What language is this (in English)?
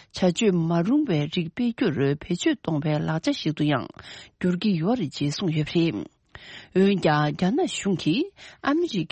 Tibetan